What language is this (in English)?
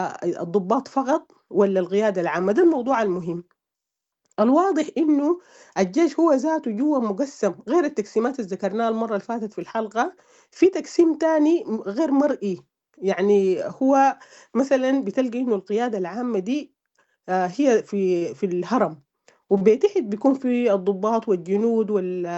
Sudanese Arabic